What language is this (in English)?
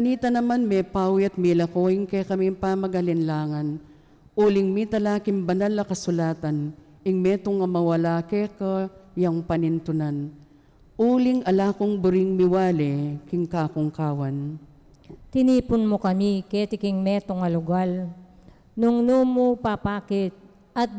Pampanga